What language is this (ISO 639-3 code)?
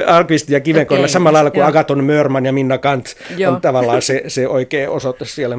fin